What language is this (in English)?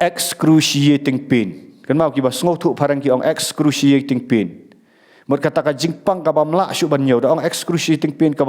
Khasi